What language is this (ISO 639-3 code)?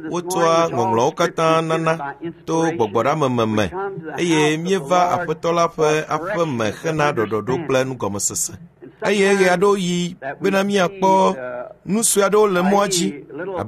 ewe